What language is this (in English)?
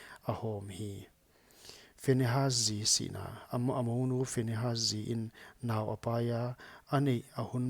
Paite Chin